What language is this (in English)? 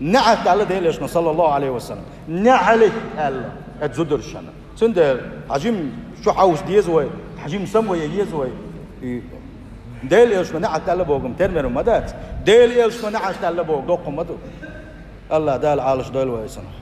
Chechen